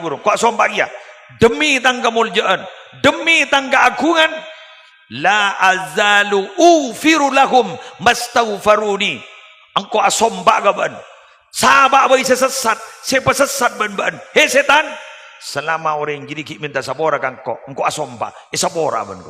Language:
Madurese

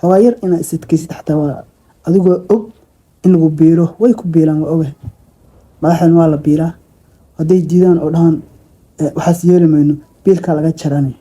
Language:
Somali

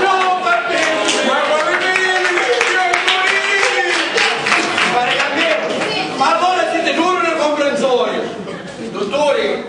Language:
Sicilian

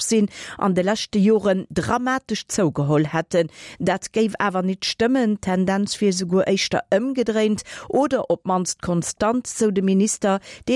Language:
Luxembourgish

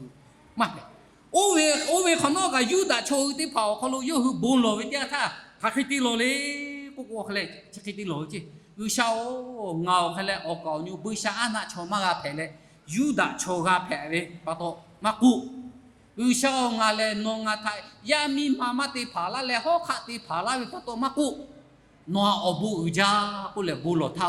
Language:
Lahu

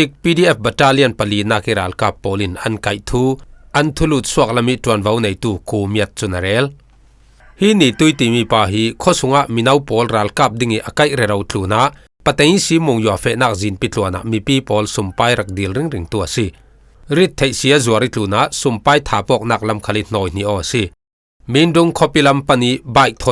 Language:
Falam Chin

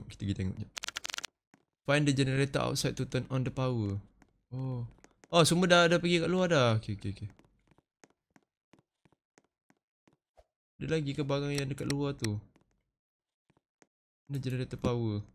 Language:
Malay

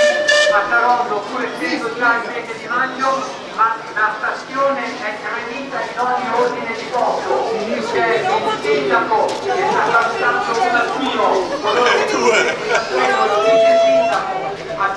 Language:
Italian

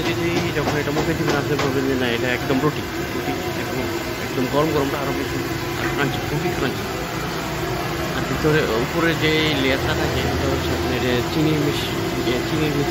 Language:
Bangla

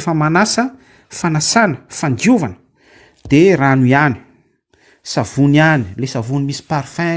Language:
Malagasy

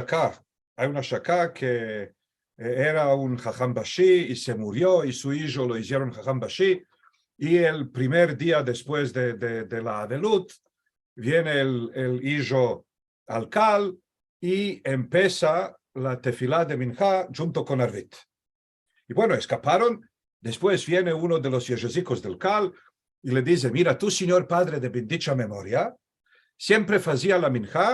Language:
Ladino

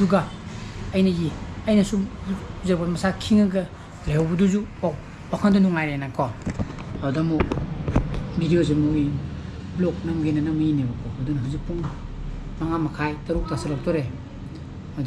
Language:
Manipuri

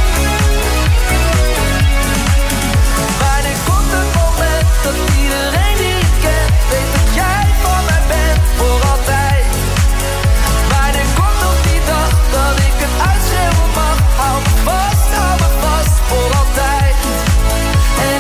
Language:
Dutch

